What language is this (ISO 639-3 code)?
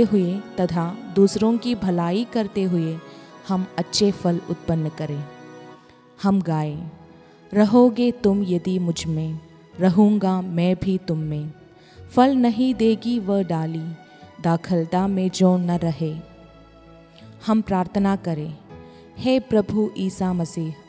hin